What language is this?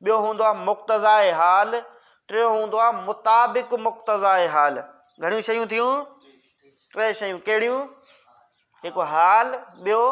Sindhi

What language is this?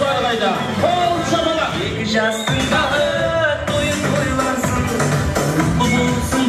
Kara-Kalpak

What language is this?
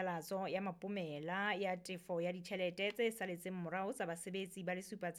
Southern Sotho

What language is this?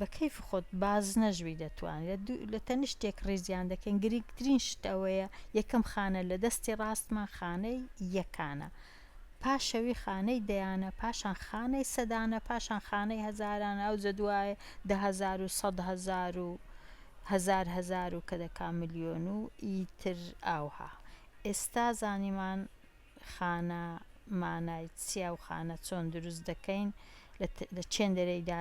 Central Kurdish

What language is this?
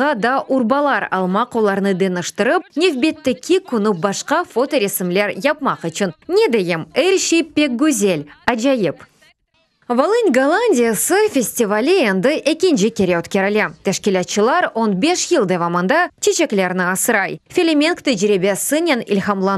Crimean Tatar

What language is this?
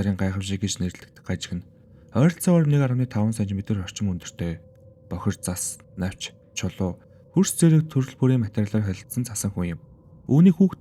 Mongolian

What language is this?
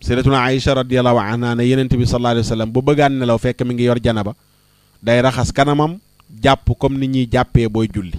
Wolof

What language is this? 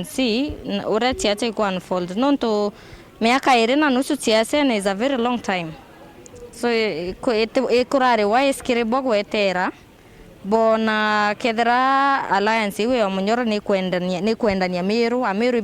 Meru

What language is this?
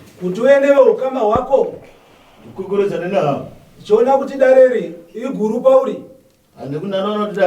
Shona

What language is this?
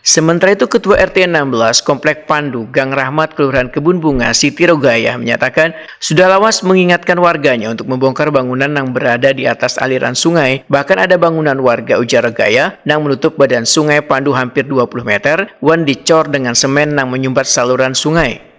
Banjar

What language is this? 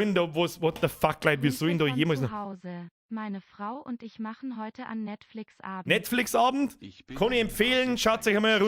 Bavarian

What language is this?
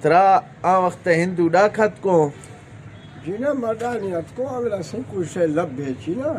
Eastern Balochi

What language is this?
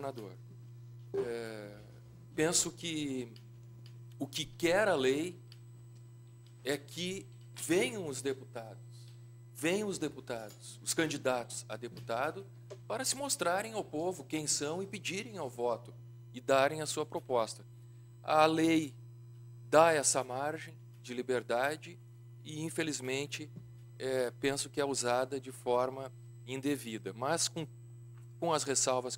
Portuguese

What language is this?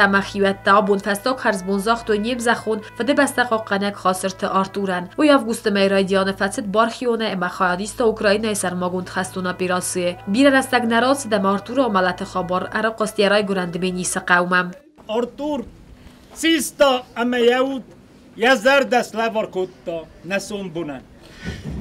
Ossetic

